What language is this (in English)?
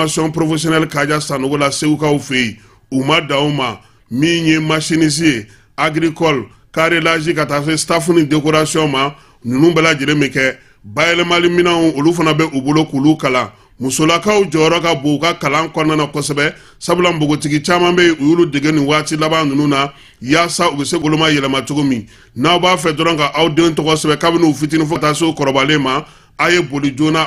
Bambara